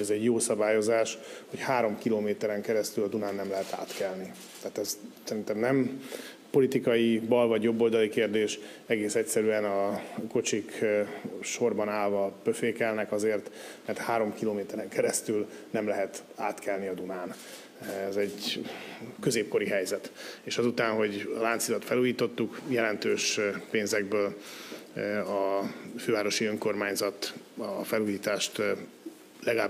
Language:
Hungarian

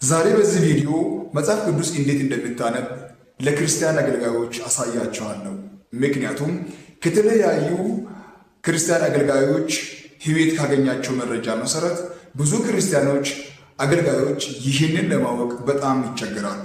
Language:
Amharic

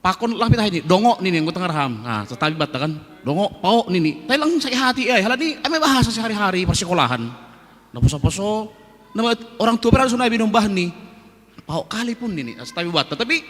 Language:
Batak Simalungun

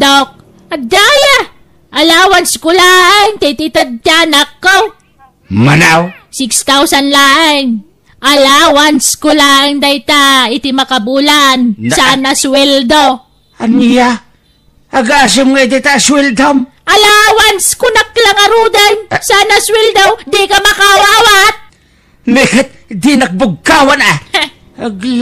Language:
Iloko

